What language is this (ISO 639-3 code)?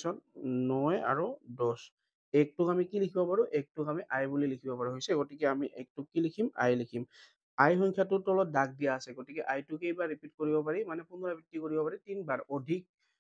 asm